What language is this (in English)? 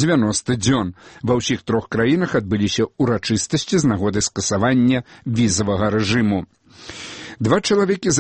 Belarusian